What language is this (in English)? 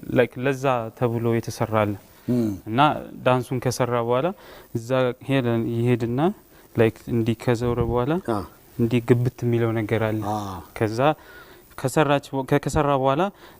Amharic